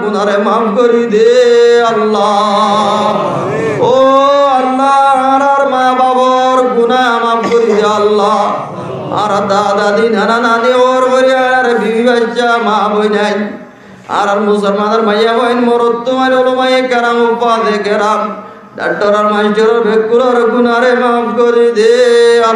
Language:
Rohingya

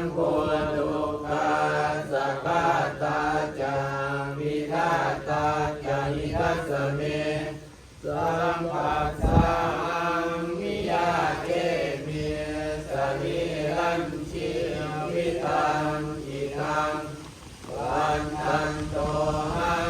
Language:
Pali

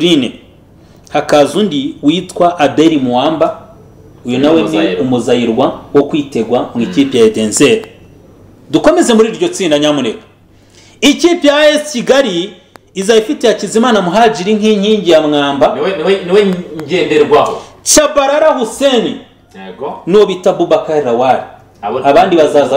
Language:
Kinyarwanda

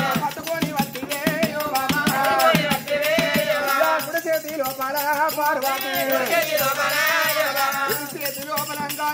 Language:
Telugu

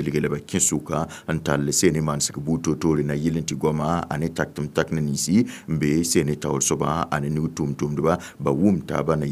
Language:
Mossi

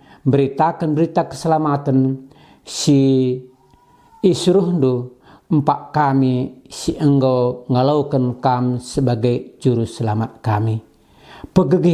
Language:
Batak Karo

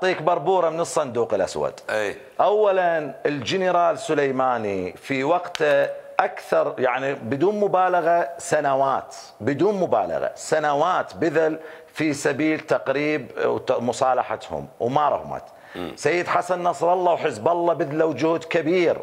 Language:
Mesopotamian Arabic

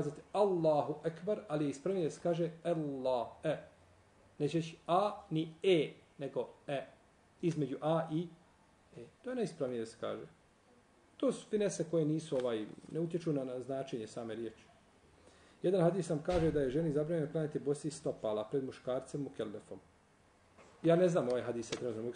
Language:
Bosnian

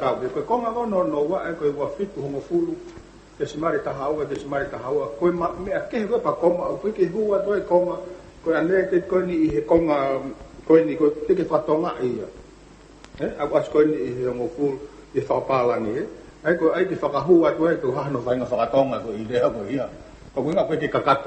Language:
Tongan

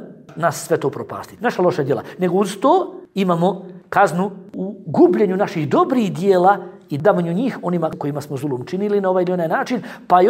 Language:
Bosnian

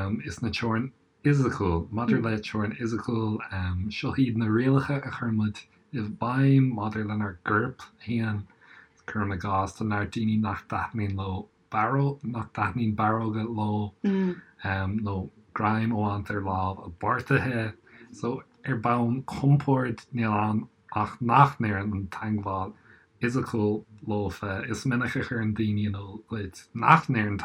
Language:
Irish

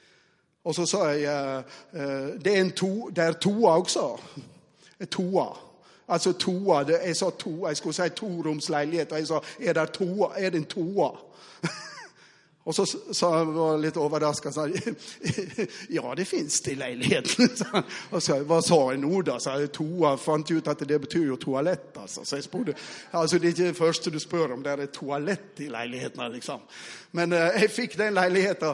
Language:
Norwegian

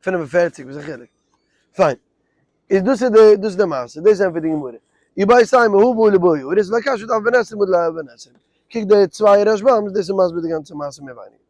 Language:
Yiddish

